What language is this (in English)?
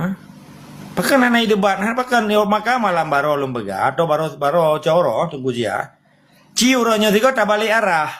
Achinese